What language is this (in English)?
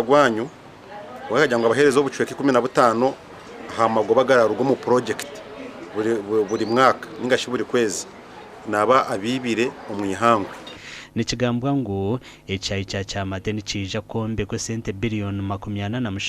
Nyankole